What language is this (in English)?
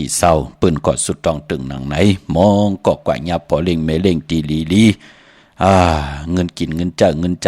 Shan